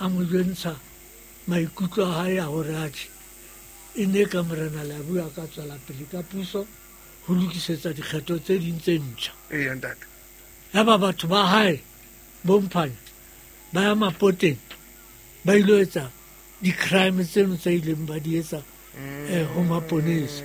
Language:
Southern Sotho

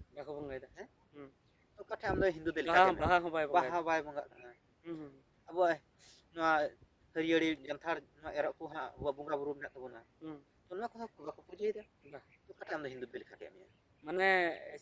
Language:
Santali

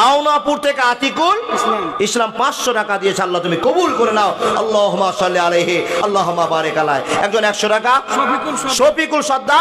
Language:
Bangla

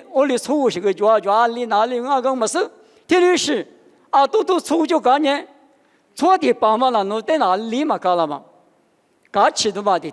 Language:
Lisu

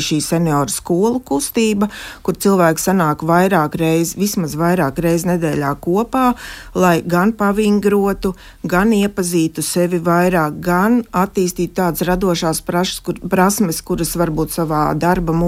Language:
Latvian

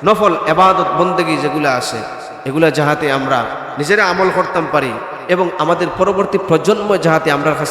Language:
Sylheti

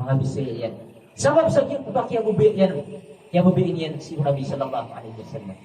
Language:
Maranao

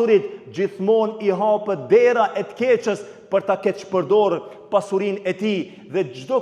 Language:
Albanian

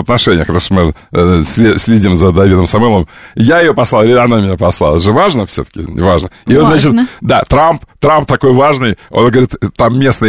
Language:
Russian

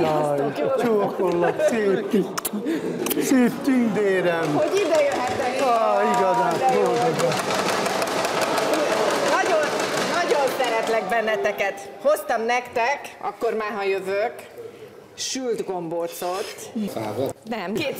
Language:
Hungarian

